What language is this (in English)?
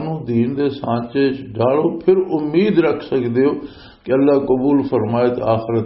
Western Panjabi